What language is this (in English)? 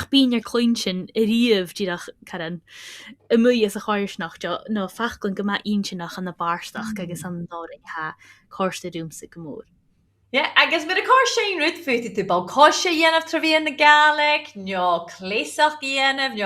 Scottish Gaelic